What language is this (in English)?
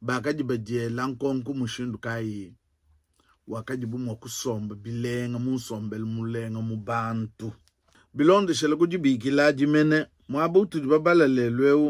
Luba-Lulua